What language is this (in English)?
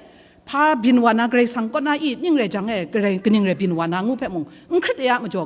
Kachin